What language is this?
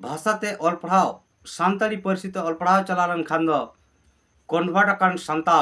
Santali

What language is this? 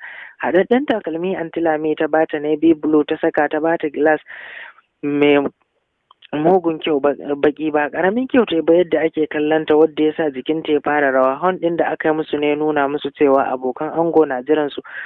Hausa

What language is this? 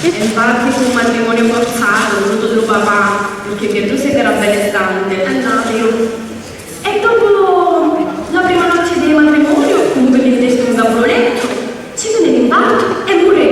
Sicilian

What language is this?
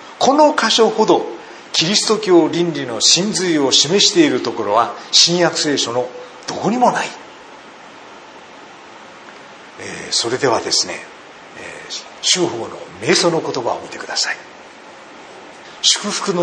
Japanese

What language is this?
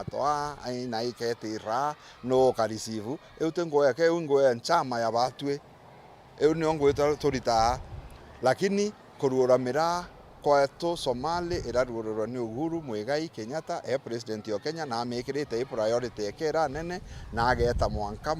Meru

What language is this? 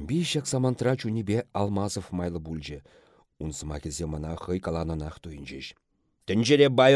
Chuvash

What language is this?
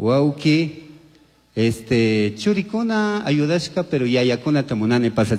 Chimborazo Highland Quichua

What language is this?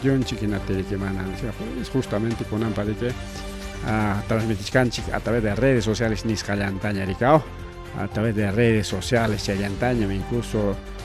Ayacucho Quechua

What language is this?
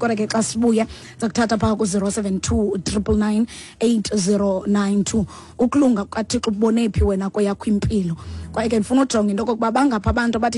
Xhosa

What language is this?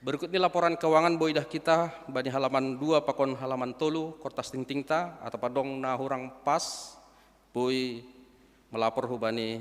Batak Simalungun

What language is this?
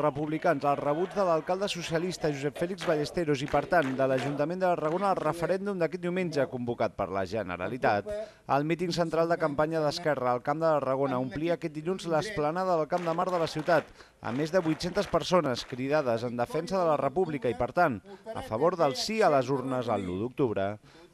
Catalan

